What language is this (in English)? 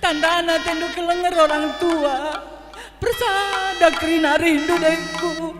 Batak Karo